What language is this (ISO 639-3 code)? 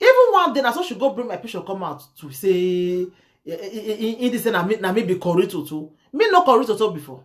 pcm